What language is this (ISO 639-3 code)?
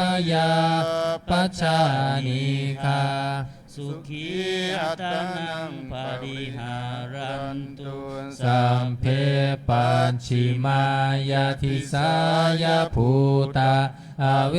pli